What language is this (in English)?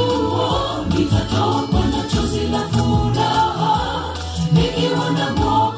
Gusii